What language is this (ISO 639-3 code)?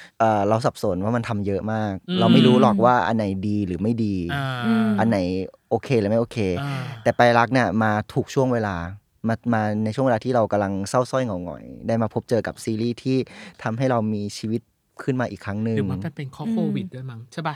tha